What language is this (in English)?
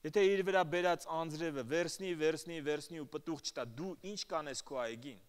Armenian